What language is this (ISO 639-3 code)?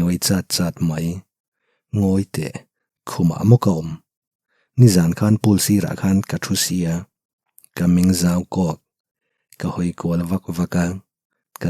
lus